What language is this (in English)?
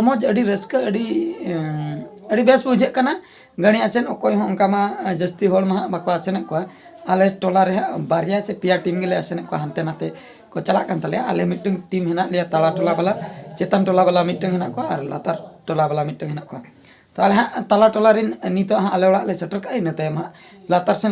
Santali